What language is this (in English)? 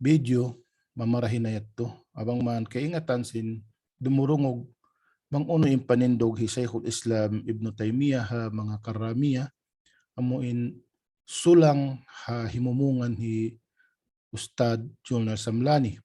Tausug